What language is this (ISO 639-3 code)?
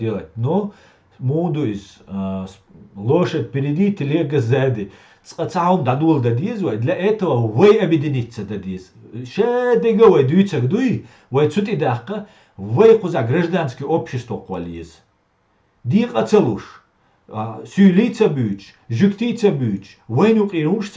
che